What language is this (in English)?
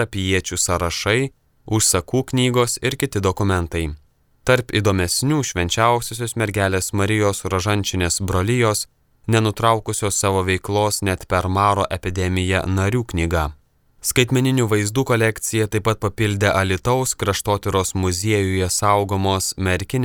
Lithuanian